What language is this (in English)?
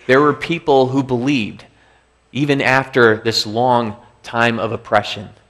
English